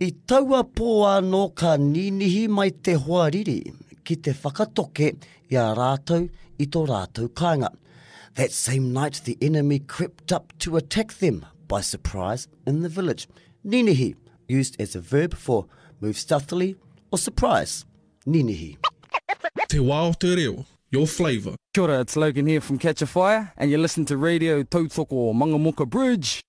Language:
Māori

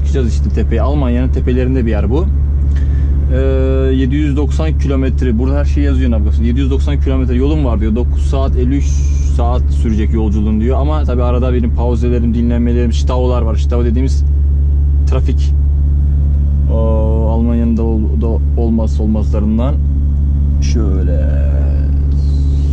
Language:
Turkish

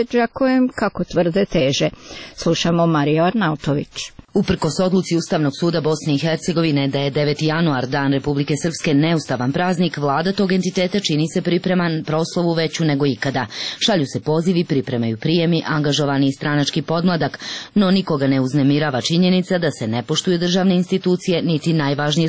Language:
Serbian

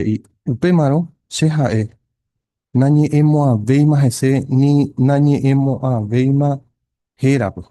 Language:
Guarani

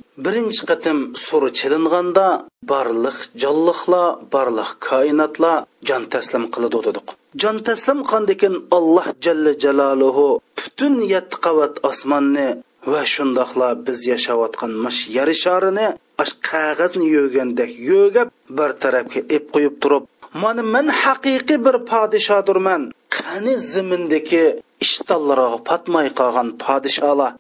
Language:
Uyghur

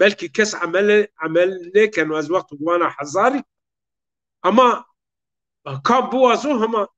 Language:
Zaza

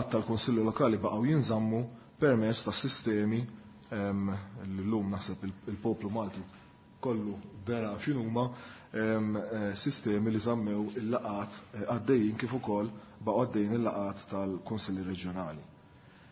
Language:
Maltese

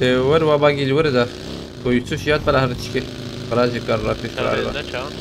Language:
Kurdish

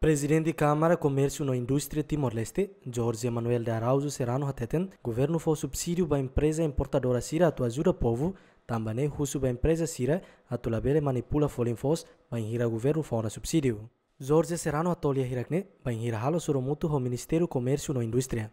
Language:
Tetum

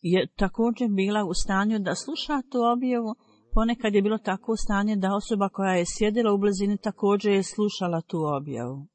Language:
Bosnian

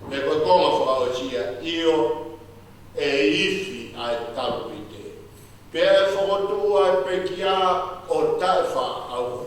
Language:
Tongan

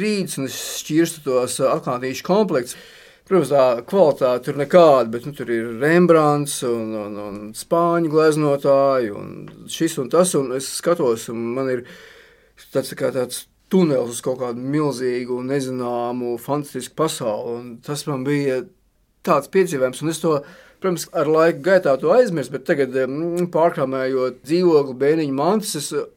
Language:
Latvian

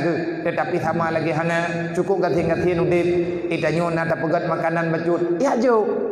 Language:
Achinese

